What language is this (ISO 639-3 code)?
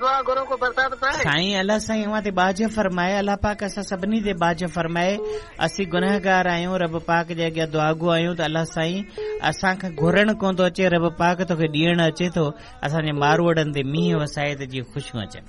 snd